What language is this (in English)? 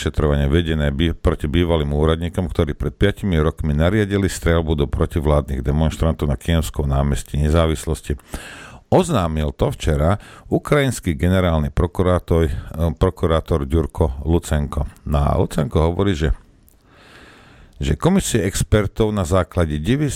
Slovak